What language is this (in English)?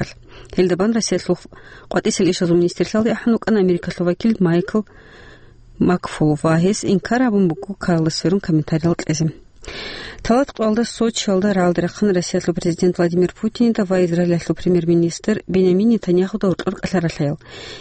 Avaric